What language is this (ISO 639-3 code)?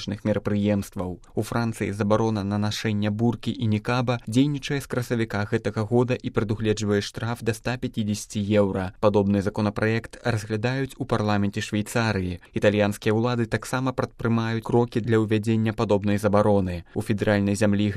bel